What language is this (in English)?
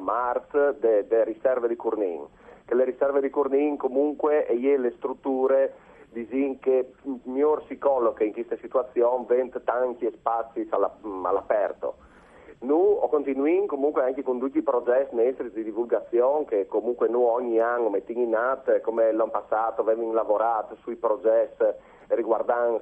Friulian